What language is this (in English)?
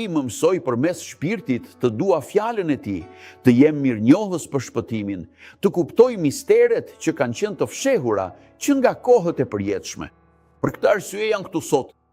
Albanian